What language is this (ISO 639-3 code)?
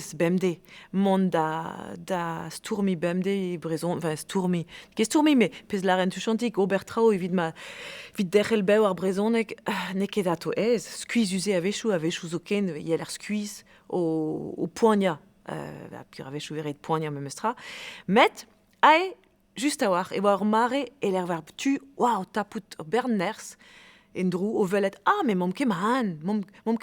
bre